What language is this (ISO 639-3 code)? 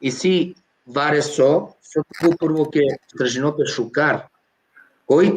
rmn